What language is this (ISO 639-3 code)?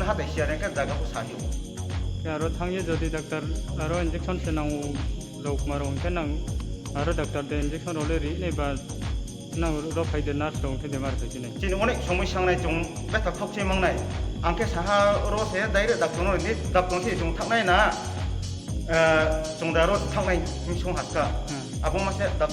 ria